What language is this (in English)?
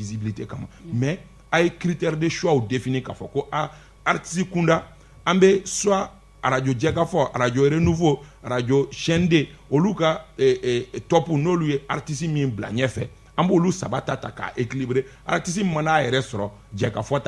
Bambara